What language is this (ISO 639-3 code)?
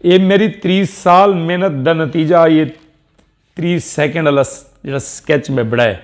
skr